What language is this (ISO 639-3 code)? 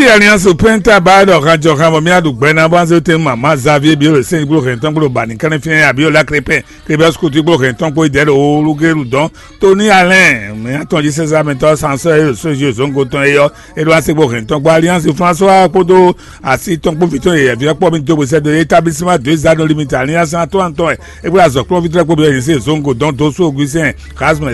fon